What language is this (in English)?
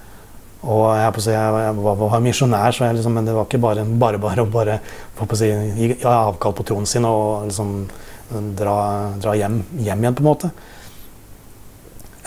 Norwegian